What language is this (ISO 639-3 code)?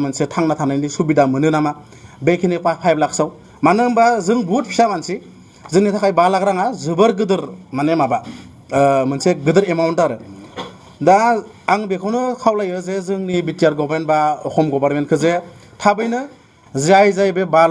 brx